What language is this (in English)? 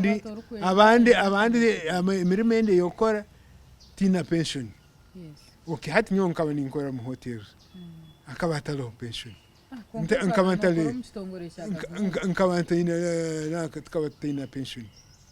Nyankole